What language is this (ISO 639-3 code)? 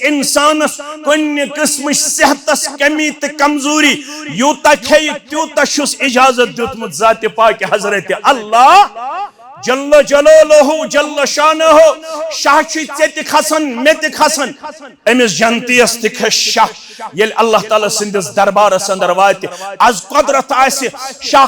kas